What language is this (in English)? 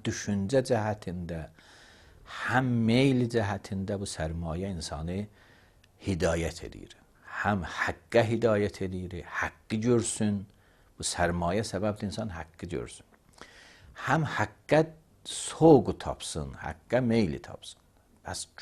Azerbaijani